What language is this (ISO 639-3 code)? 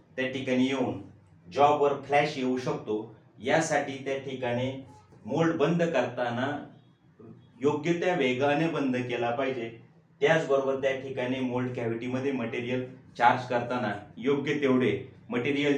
mar